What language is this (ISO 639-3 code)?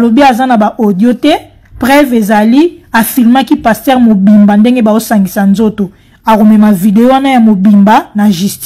lin